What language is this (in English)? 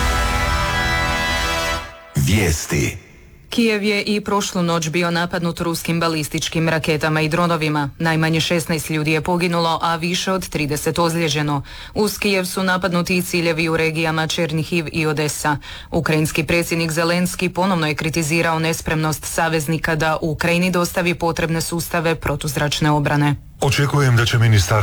Croatian